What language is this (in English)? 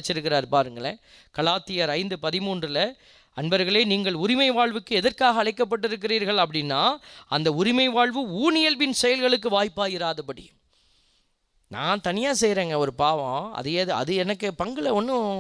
Tamil